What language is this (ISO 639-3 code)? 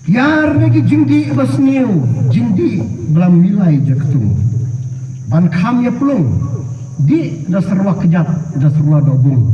kha